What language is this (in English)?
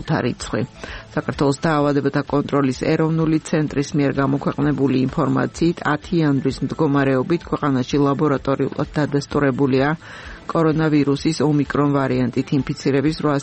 Georgian